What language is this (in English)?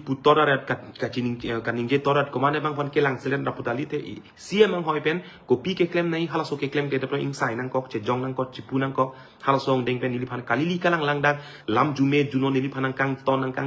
Karbi